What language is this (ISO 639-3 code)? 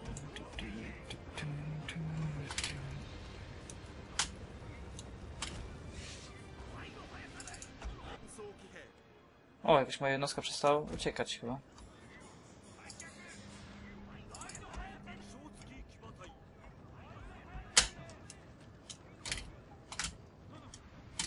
pol